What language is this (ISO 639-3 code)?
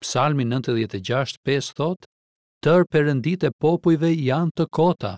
sqi